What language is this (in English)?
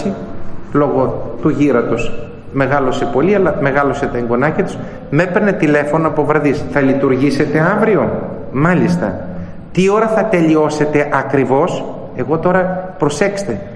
Greek